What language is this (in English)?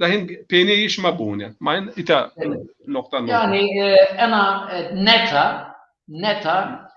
Zaza